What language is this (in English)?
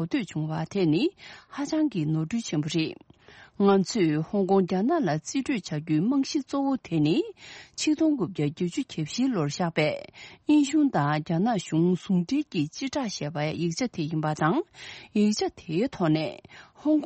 Tibetan